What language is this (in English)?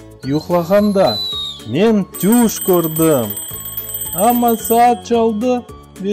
Crimean Tatar